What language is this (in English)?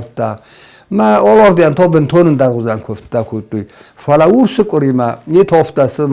Ossetic